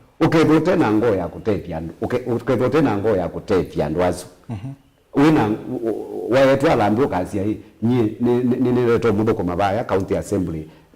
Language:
Kamba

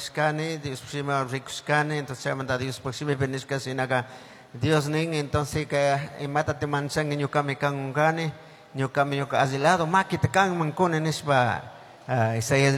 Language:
Chimborazo Highland Quichua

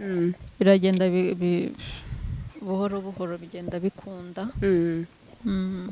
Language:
Kinyarwanda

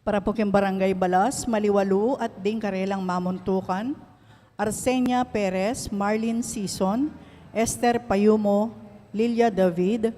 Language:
Pampanga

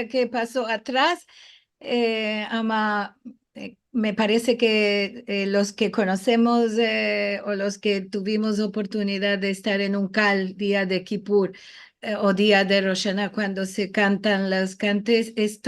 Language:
Ladino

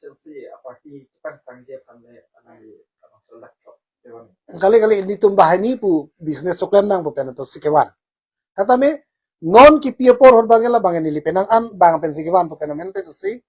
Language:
Karbi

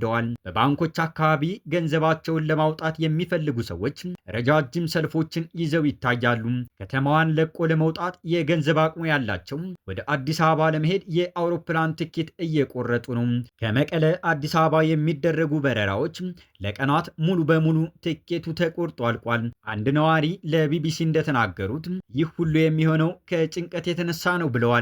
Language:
Amharic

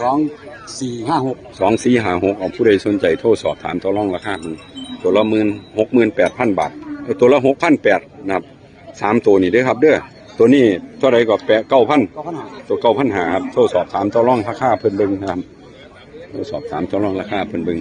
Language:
Northeastern Thai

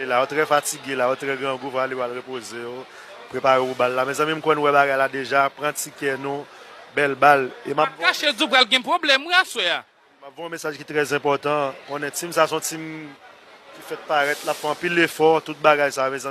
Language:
Haitian Creole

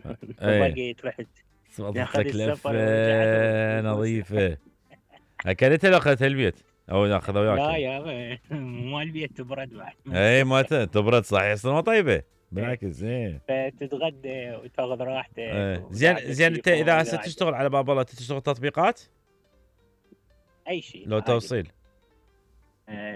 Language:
Mesopotamian Arabic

